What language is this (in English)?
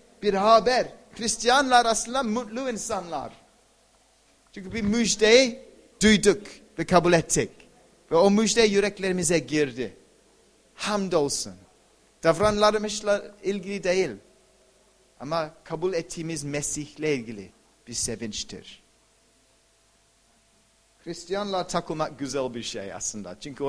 Turkish